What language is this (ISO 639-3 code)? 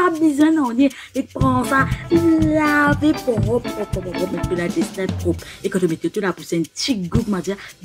mfe